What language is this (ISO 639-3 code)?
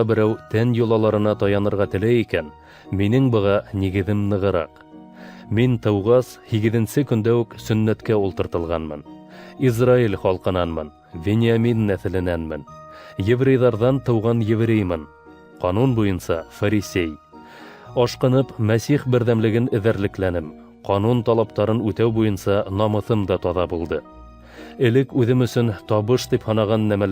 bak